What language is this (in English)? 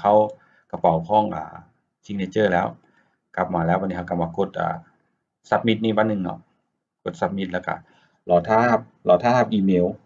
Lao